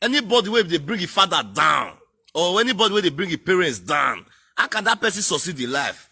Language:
Nigerian Pidgin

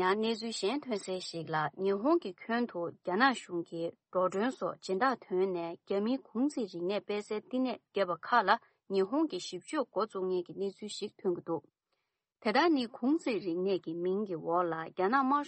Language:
Tibetan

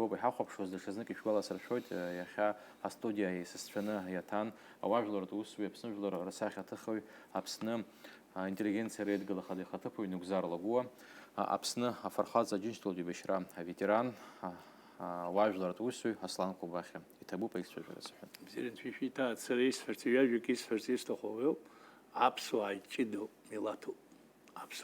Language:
Abkhazian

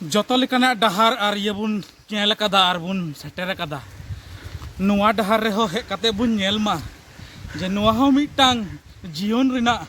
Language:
Santali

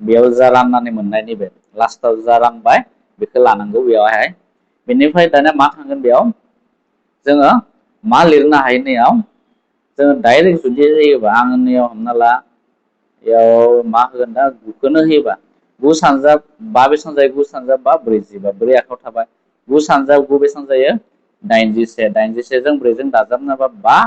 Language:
Bodo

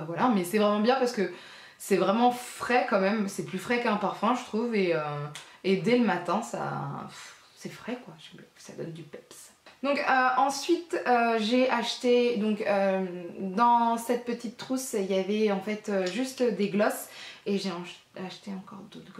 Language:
French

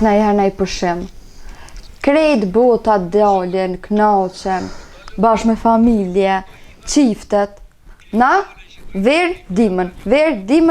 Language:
Albanian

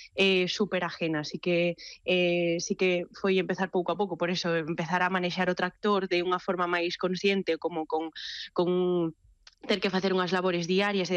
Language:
Galician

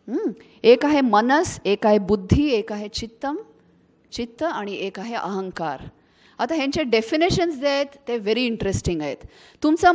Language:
Marathi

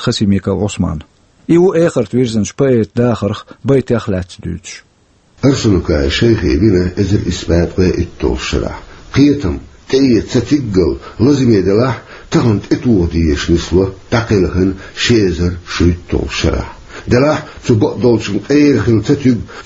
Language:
Chechen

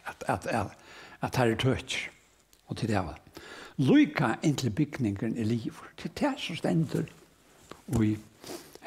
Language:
Faroese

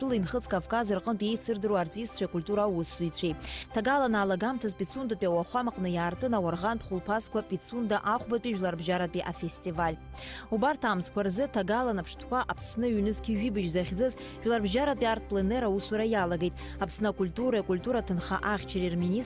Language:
Abkhazian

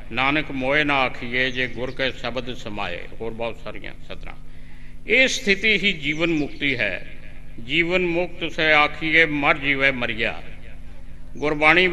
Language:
Punjabi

